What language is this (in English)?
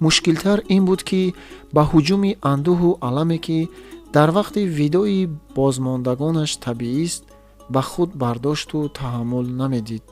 Tajik